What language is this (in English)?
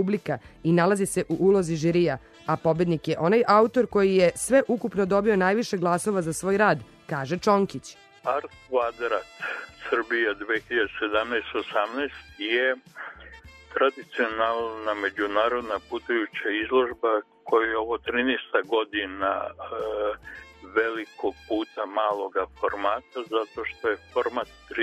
Serbian